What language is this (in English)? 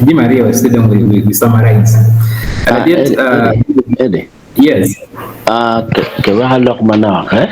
Acoli